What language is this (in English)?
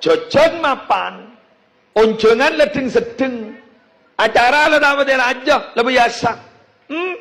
Madurese